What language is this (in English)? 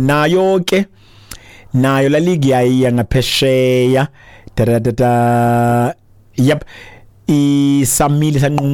Xhosa